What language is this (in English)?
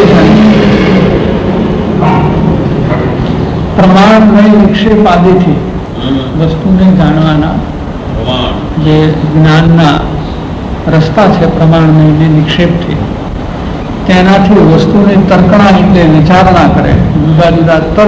Gujarati